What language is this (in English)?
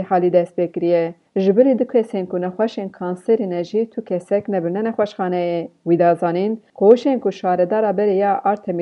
Kurdish